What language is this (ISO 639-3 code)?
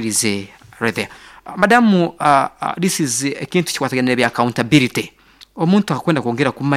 nyn